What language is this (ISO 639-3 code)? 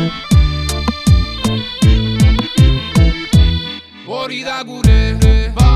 eus